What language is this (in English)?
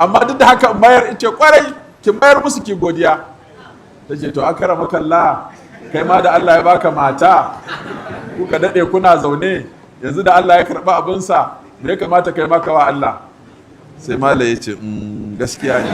Hausa